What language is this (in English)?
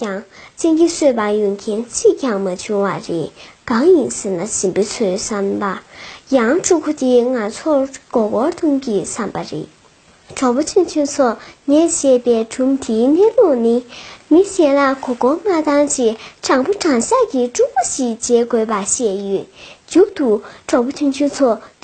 Tibetan